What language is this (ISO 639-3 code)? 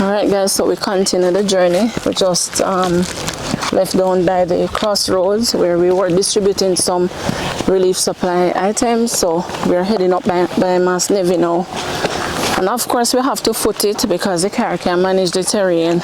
jam